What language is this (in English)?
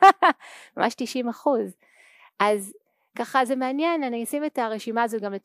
Hebrew